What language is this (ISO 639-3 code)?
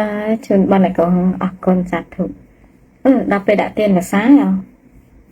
khm